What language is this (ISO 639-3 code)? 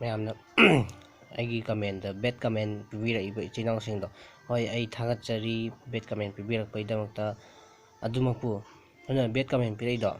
mni